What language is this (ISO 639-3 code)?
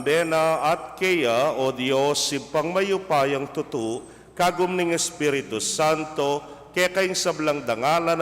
pam